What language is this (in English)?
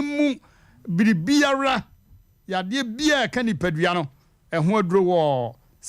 Akan